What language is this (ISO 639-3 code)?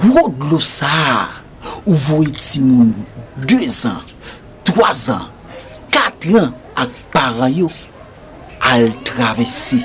hat